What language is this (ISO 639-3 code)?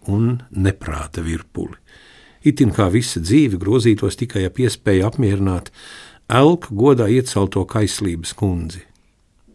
lav